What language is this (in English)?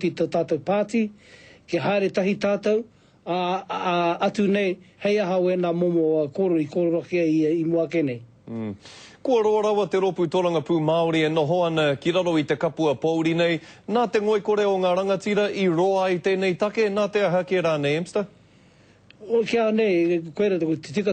Māori